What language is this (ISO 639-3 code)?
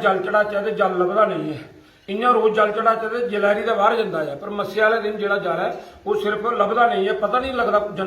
doi